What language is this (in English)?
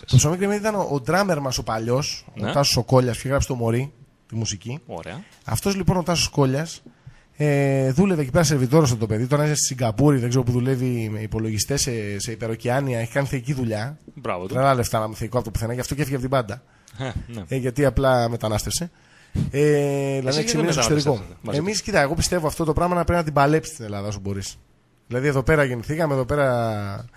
Greek